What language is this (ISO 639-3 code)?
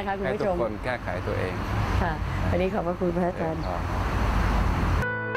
tha